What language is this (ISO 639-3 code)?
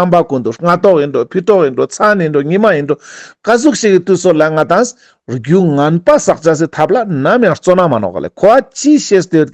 lbj